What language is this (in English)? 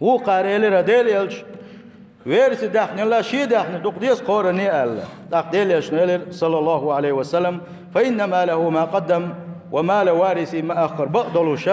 Chechen